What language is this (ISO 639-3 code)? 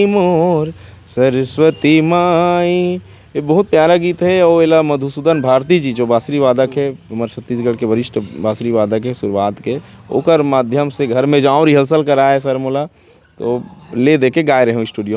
hne